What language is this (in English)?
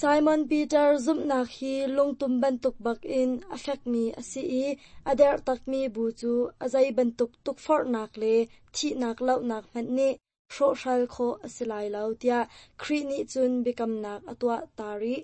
Hakha Chin